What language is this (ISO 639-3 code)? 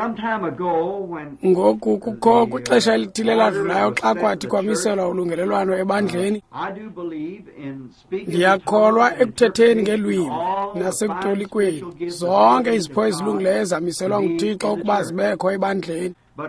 xho